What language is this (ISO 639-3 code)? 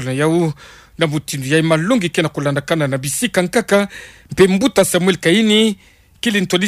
ktu